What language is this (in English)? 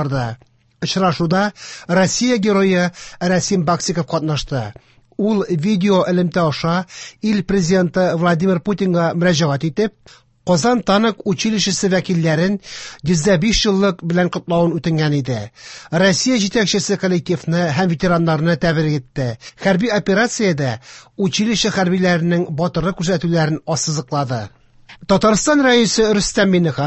Tatar